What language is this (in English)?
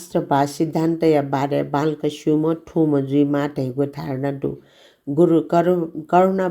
Newari